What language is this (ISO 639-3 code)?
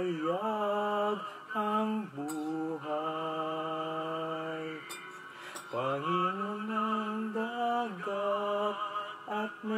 fil